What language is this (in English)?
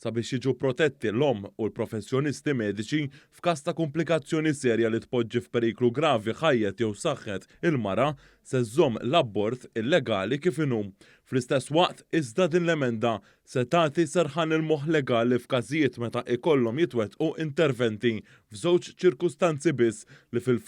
Maltese